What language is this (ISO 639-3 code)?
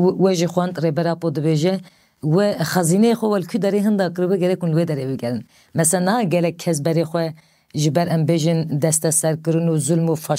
kur